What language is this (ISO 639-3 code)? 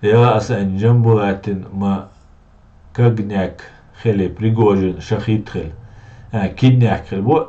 che